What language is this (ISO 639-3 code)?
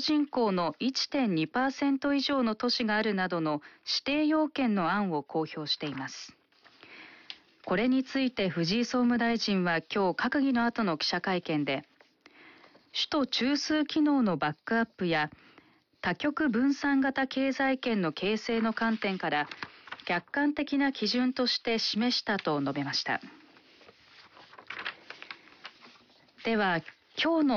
jpn